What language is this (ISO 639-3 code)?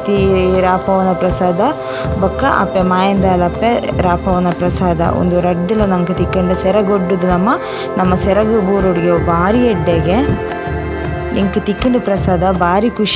tcy